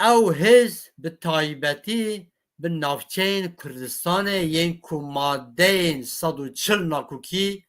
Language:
Kurdish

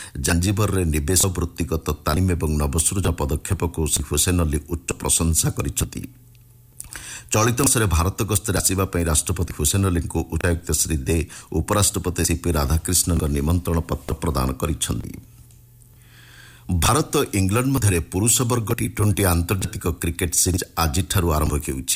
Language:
Odia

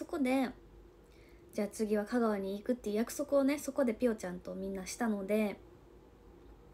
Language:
Japanese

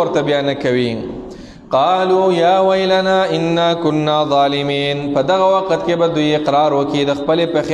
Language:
Pashto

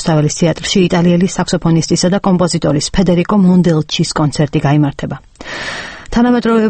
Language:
Georgian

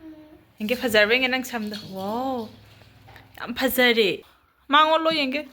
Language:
Manipuri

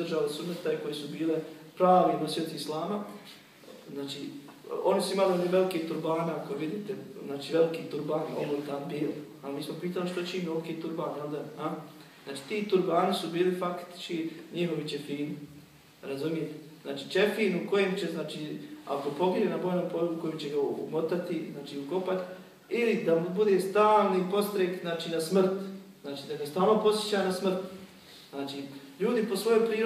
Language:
Bosnian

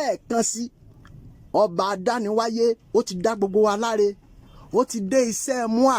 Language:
Yoruba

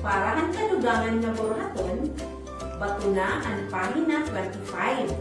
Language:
Waray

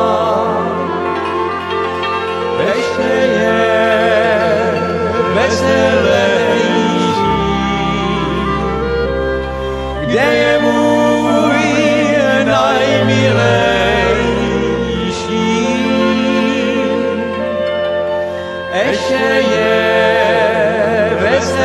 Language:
Slovak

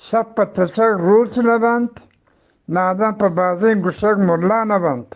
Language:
Eastern Balochi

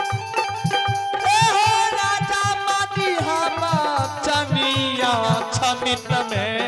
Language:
Angika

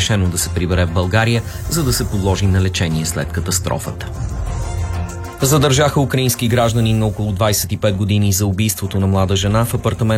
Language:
Bulgarian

